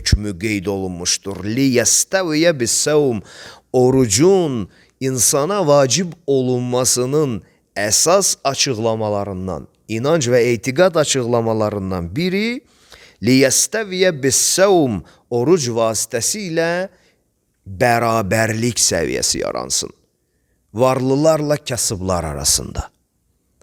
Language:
Azerbaijani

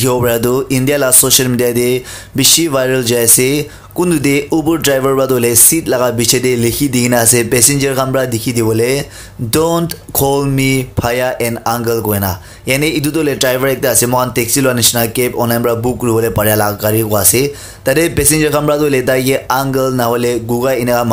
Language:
Naga Pidgin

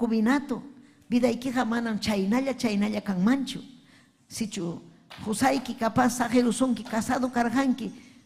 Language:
Ayacucho Quechua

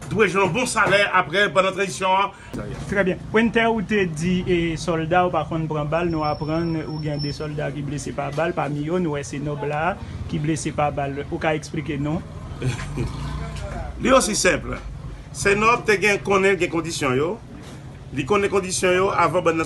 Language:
Haitian Creole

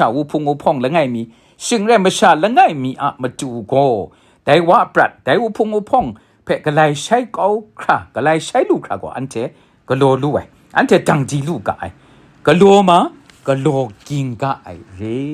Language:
Kachin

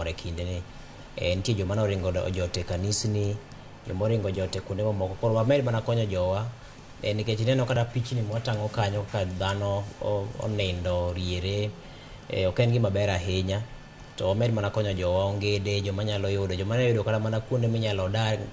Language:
Luo (Kenya and Tanzania)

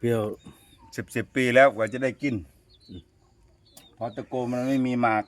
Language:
Lao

